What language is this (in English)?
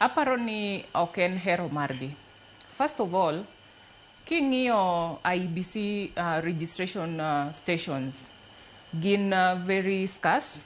Luo (Kenya and Tanzania)